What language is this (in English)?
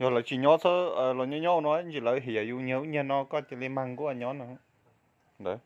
Hmong